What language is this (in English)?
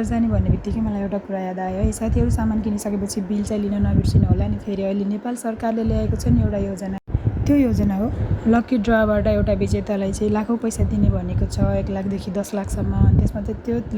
Nepali